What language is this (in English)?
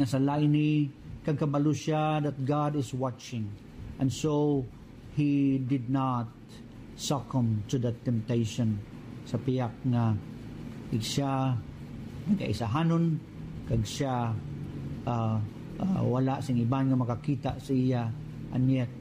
Hiligaynon